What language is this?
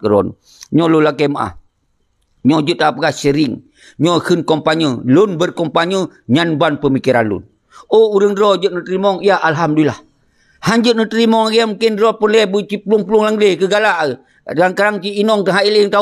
Achinese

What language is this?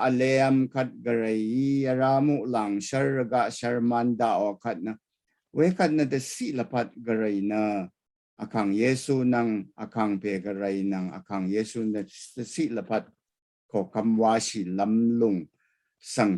Rawang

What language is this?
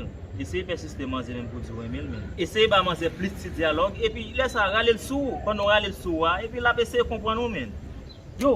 Haitian Creole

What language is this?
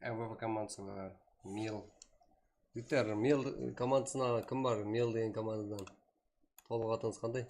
Kara-Kalpak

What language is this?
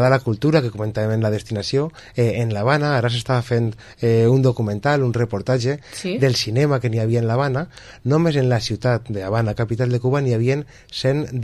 Catalan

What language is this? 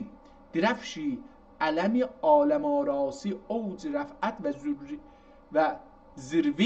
South Azerbaijani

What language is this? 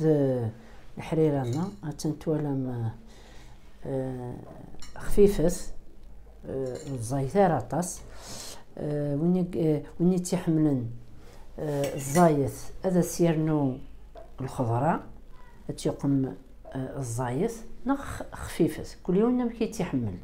Kabyle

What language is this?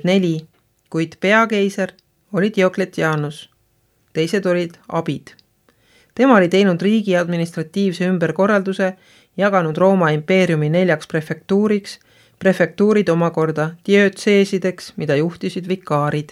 Estonian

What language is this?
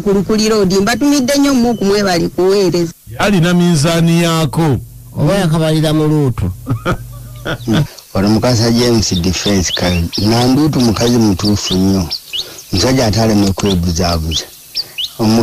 Ganda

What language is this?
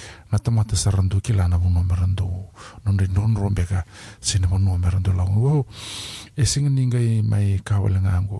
Fijian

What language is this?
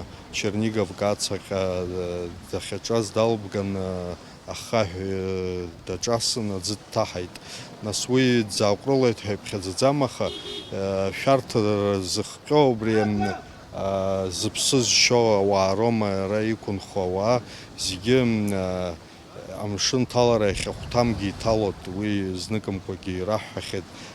Abkhazian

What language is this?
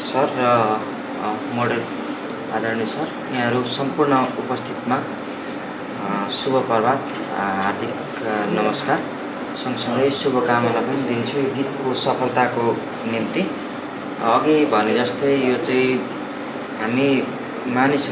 Nepali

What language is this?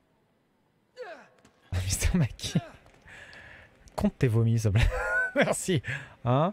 French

